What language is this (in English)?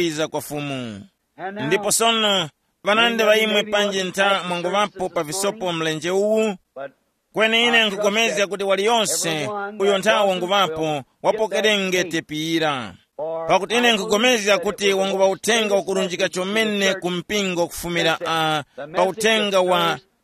Tumbuka